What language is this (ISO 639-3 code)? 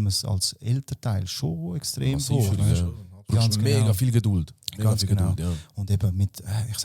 gsw